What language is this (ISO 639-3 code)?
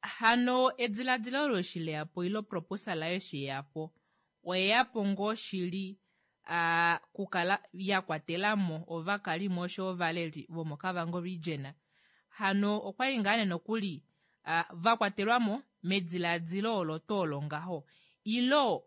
kua